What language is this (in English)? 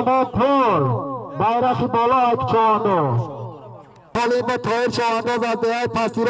Tajik